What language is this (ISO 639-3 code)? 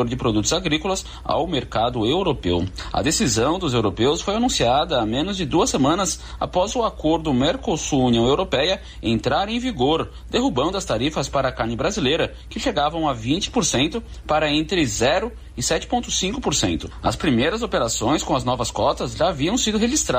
por